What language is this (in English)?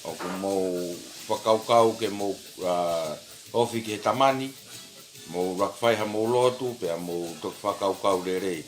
Tongan